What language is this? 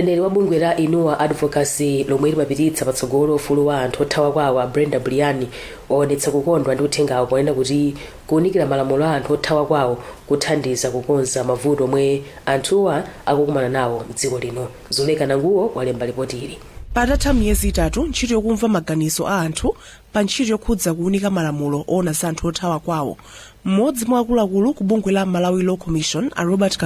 Nyanja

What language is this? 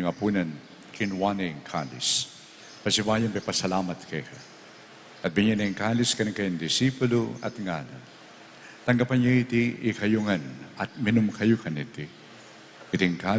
Pampanga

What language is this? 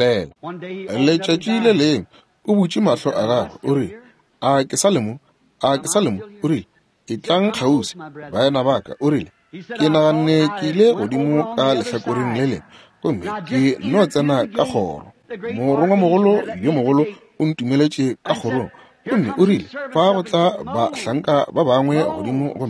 Northern Sotho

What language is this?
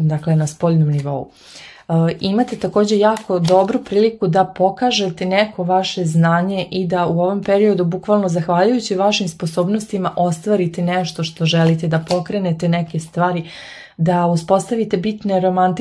Serbian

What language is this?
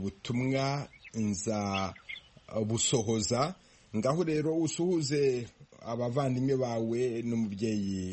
Kinyarwanda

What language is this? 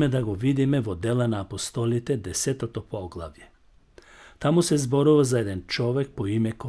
Macedonian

